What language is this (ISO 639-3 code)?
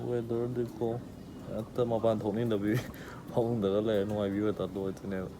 mni